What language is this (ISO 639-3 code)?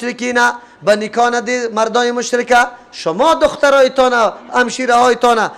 fas